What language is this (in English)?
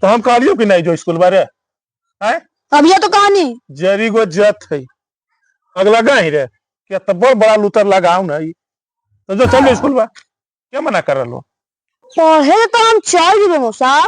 Magahi